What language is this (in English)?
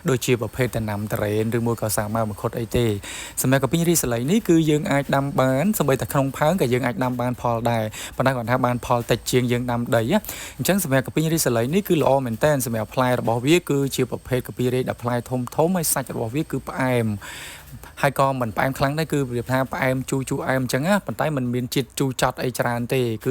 Khmer